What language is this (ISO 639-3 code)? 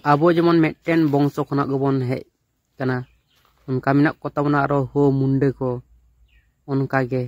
sat